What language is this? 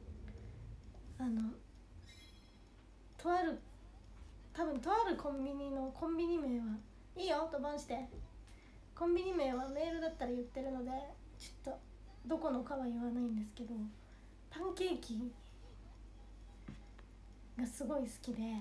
Japanese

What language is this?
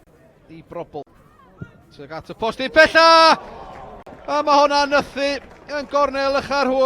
Welsh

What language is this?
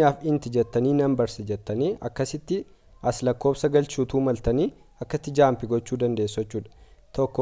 Oromo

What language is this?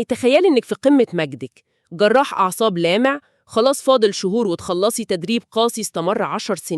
Egyptian Arabic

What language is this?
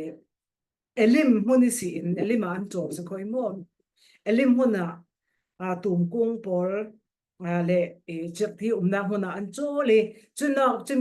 Falam Chin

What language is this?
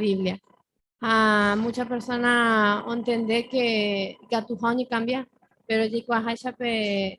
Guarani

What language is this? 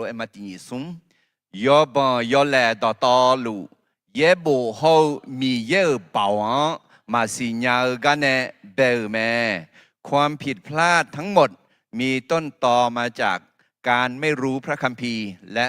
Akha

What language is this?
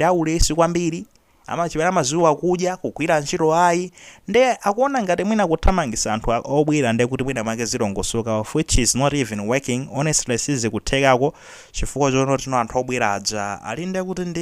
Nyanja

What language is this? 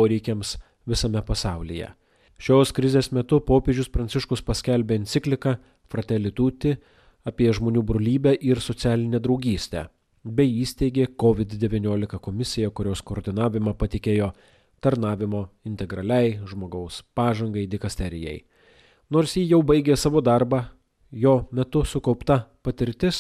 Lithuanian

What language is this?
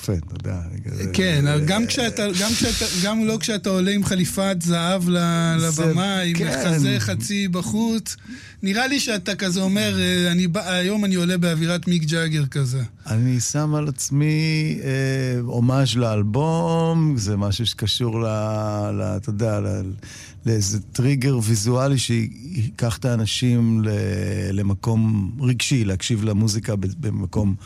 Hebrew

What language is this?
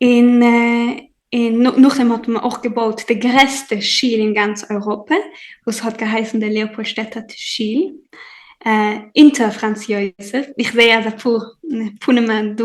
Yiddish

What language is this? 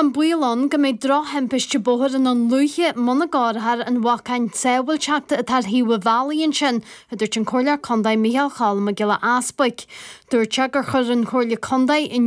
Irish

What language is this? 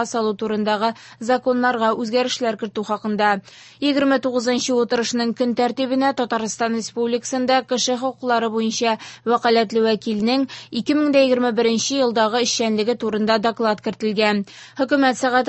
Tatar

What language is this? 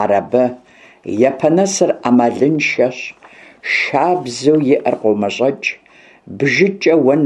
Kabardian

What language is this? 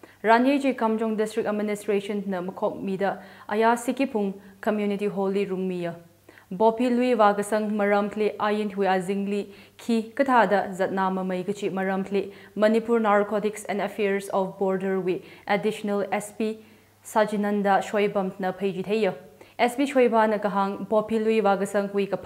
Tangkhul Naga (India)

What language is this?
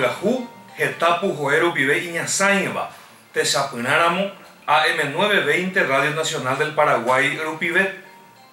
Guarani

